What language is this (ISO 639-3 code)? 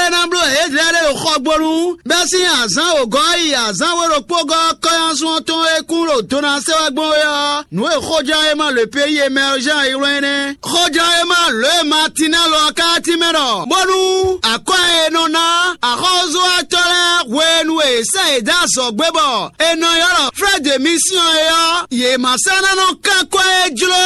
fon